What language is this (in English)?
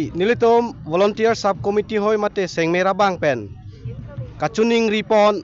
Karbi